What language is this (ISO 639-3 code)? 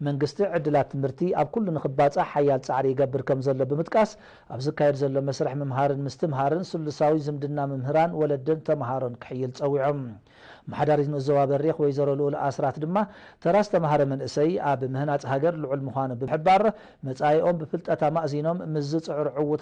tir